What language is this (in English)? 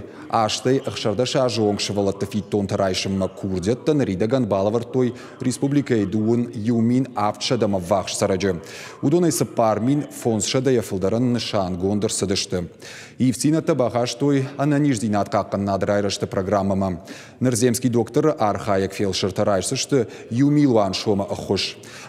Ossetic